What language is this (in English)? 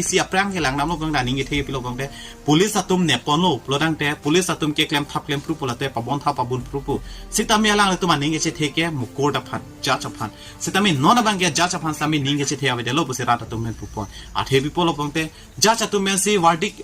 Karbi